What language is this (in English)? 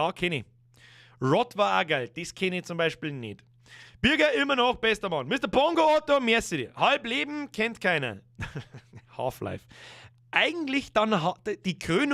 Bavarian